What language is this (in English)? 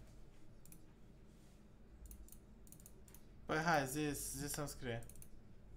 Romanian